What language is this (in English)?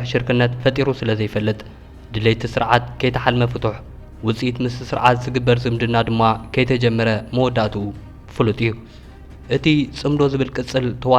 Tigrinya